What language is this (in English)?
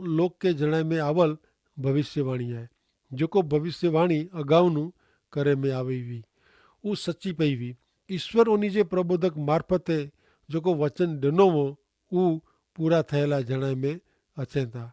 Kachhi